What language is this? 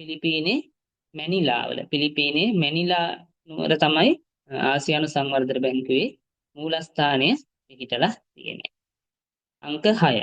Sinhala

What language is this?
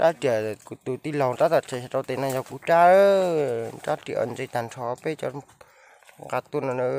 Hmong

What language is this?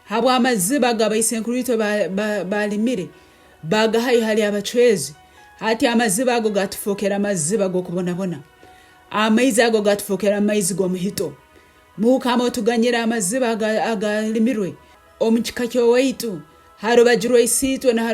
Nyankole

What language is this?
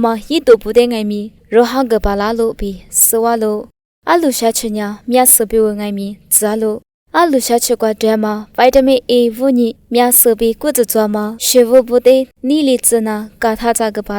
Lisu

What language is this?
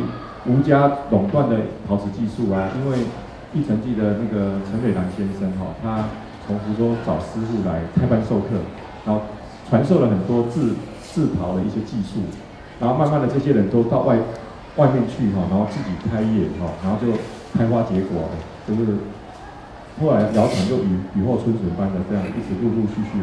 Chinese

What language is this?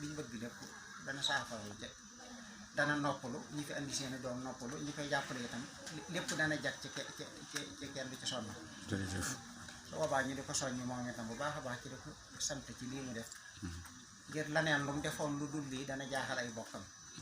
Wolof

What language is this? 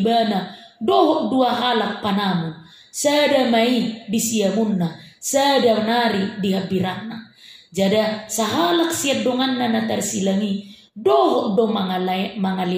Batak Toba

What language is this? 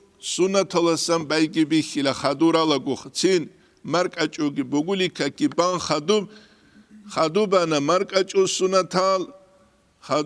Avaric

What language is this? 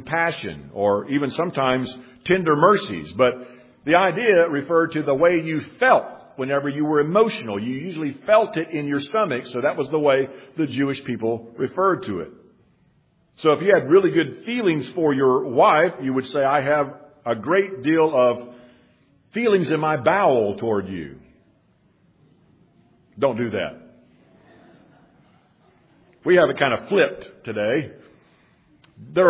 English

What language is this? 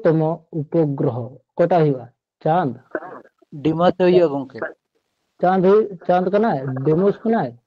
Santali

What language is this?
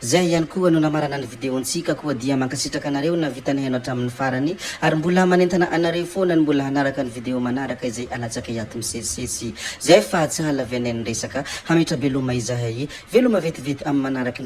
Malagasy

